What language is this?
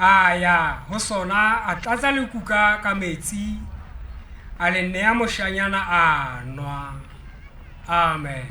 Southern Sotho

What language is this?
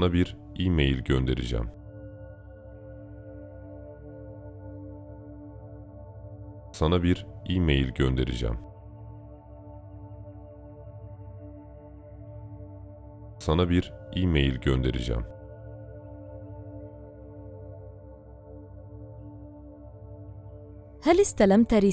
Turkish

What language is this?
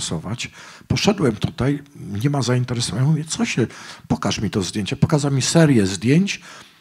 Polish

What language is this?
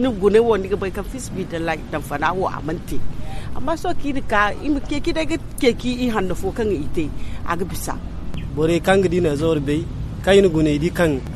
Zarma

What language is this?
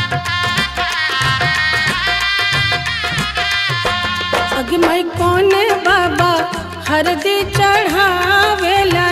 Bhojpuri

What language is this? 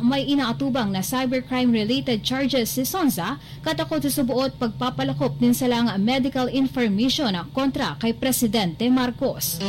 Bikol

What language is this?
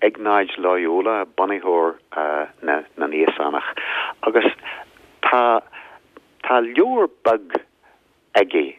Irish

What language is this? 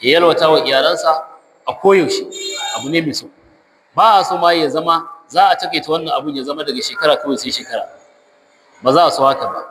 Hausa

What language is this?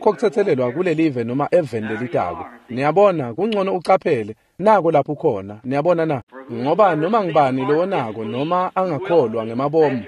Swati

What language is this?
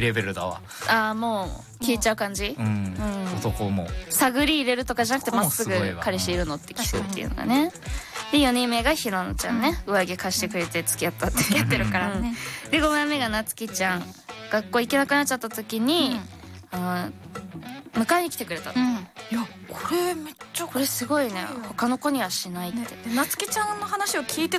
Japanese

